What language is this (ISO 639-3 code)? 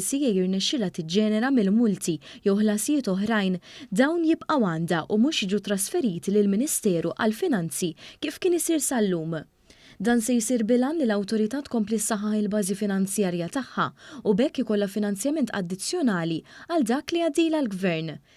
mlt